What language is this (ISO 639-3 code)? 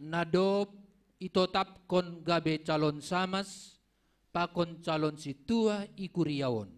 bts